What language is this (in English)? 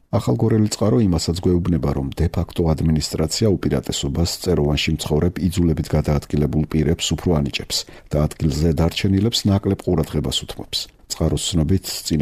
Georgian